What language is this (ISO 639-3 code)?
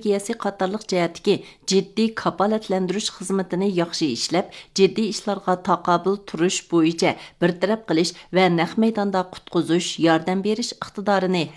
uig